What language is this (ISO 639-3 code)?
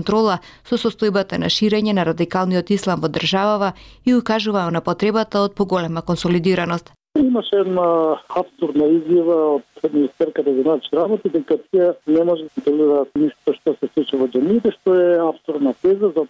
mkd